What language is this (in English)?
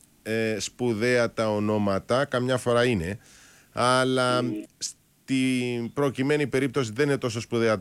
Greek